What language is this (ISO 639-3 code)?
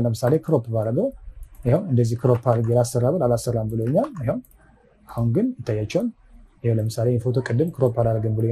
amh